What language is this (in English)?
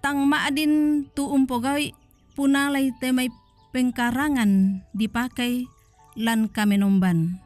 Toraja-Sa'dan